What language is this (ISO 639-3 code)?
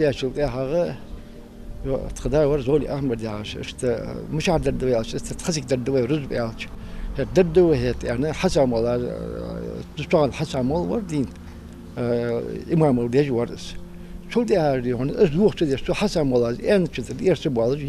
inh